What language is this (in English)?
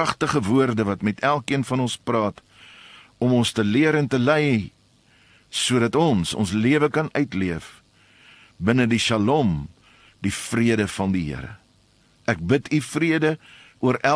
Afrikaans